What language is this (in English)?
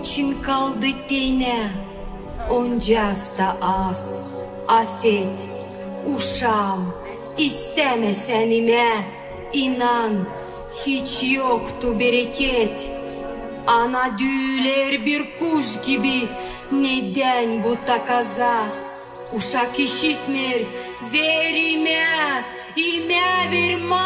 Gagauz